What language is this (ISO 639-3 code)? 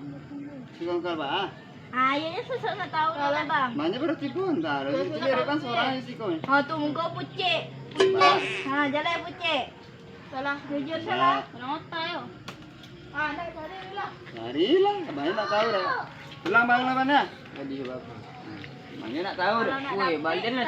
min